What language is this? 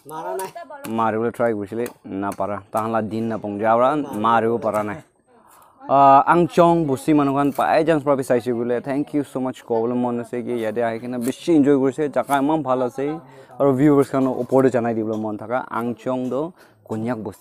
Naga Pidgin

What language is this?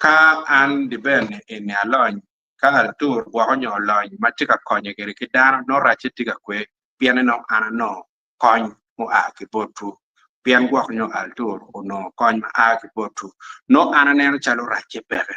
Acoli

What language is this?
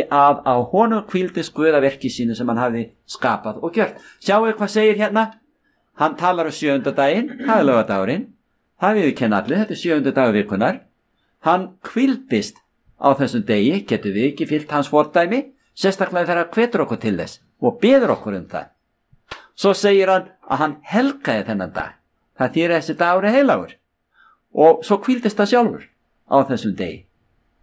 Icelandic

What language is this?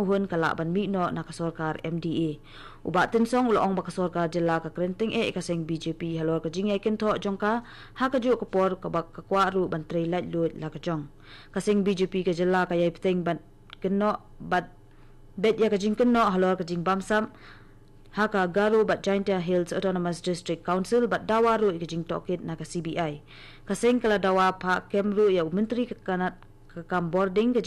Khasi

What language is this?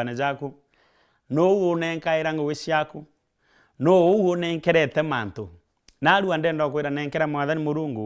Meru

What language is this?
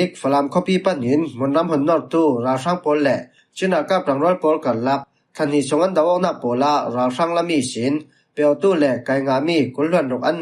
Falam Chin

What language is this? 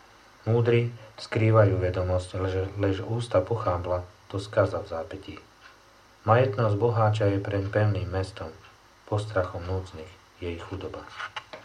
Slovak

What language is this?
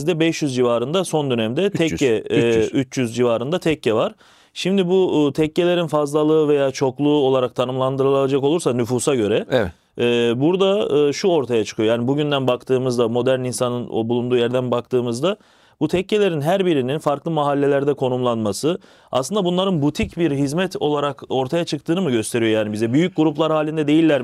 Turkish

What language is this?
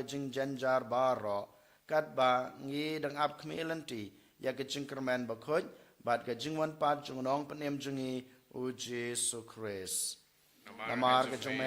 Khasi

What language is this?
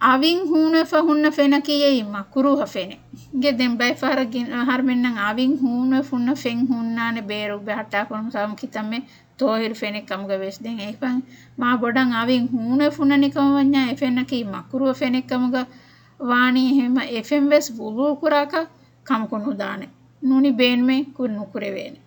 Divehi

